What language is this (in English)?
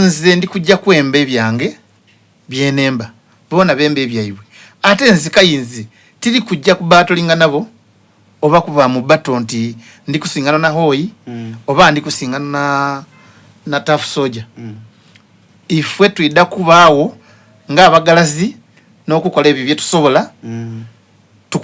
Soga